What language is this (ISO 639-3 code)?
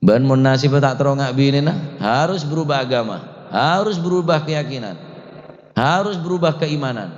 mad